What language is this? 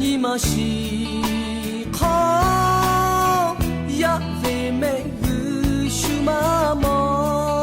Lahu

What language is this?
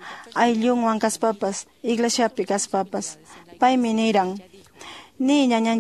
Quechua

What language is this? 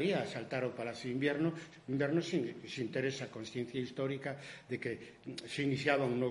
Galician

